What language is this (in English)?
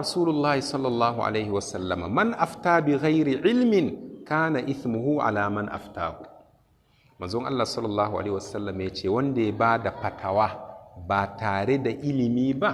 Hausa